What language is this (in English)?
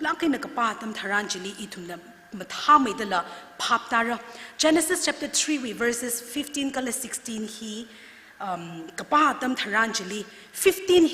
Tangkhul Naga (India)